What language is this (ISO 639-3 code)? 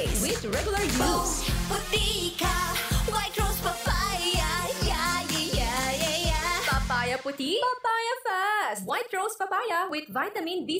bik